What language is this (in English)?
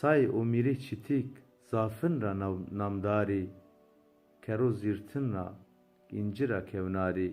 Zaza